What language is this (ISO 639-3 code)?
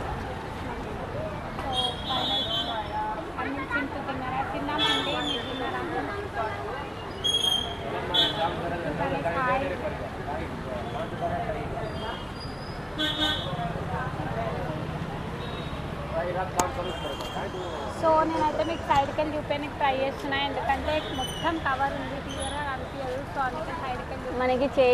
tel